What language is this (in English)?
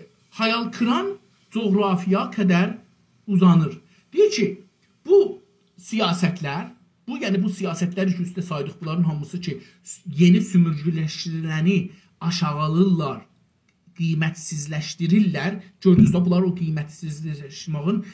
South Azerbaijani